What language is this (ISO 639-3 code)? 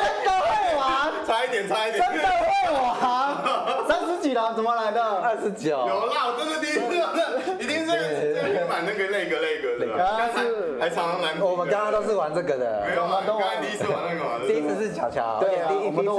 zho